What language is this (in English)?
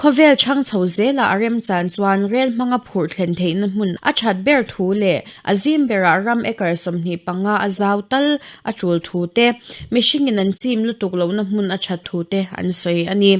Mizo